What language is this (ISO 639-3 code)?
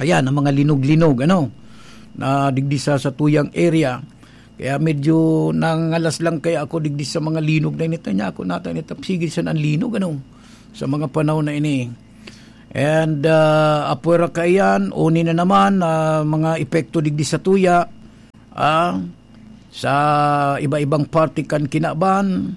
bik